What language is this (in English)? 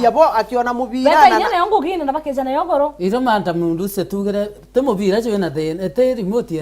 Meru